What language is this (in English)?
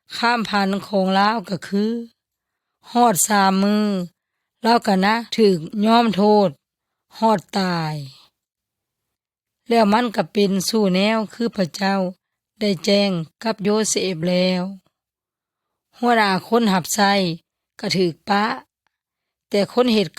Yoy